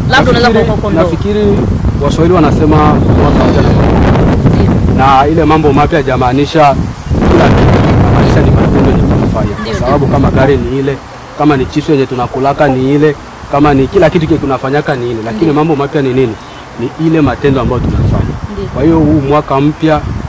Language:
Swahili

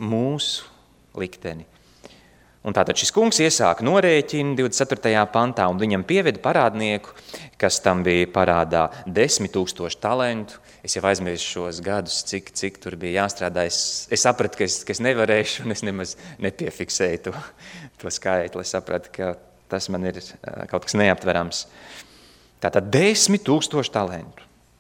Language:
Latvian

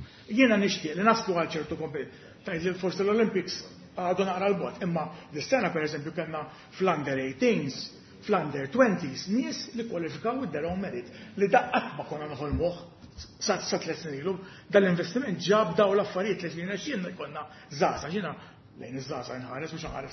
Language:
Maltese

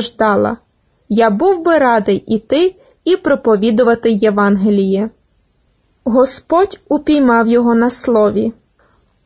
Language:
Ukrainian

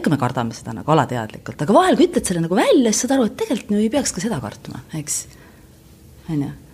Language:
Estonian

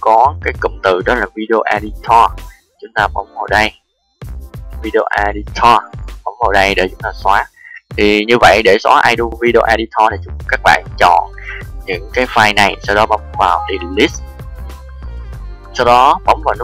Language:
Vietnamese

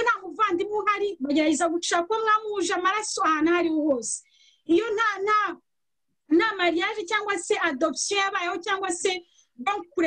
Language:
Kinyarwanda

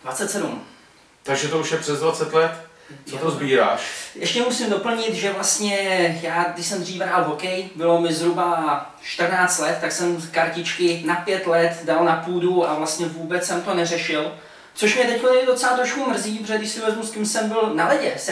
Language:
Czech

